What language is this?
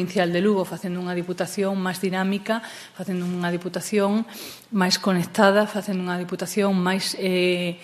Galician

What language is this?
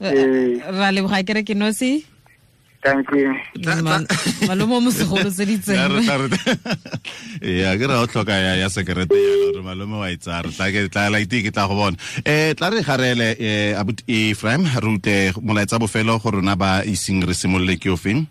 Tswana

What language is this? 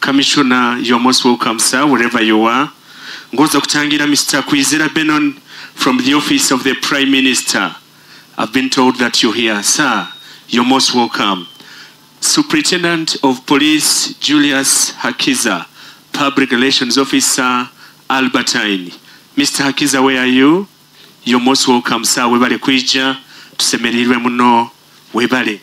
Nyoro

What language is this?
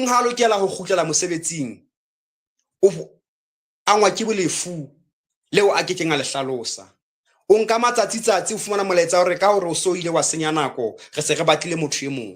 Southern Sotho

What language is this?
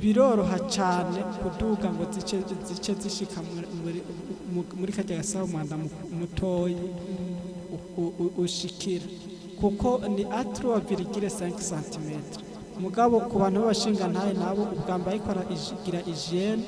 Rundi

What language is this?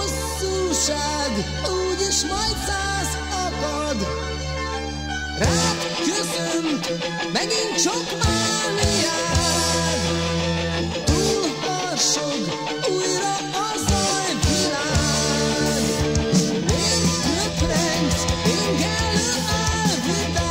Hungarian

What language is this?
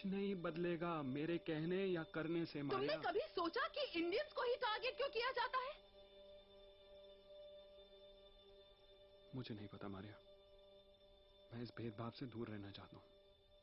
Hindi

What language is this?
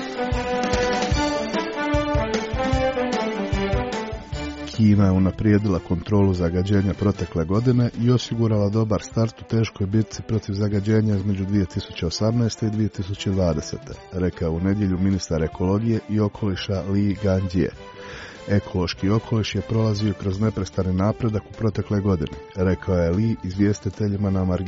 Croatian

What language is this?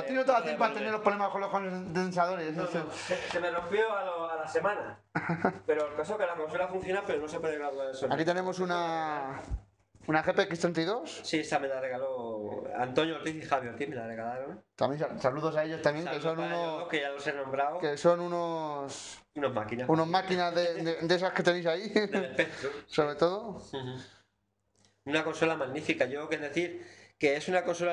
Spanish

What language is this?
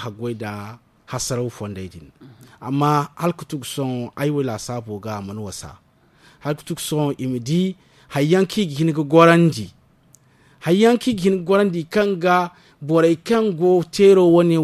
Zarma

